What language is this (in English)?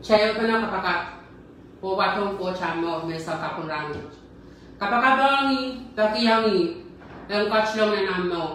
Pohnpeian